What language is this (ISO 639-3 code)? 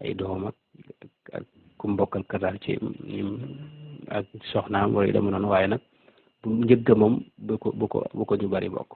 wol